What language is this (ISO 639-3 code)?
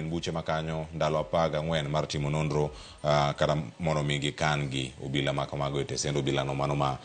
luo